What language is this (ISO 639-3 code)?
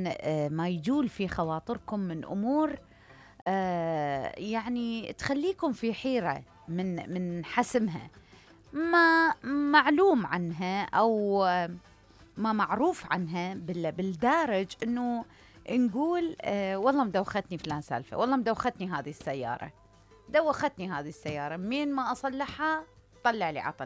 acm